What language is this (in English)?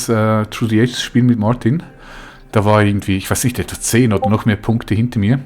Swiss German